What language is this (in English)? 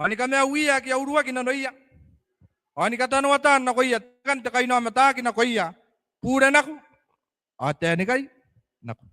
Gilbertese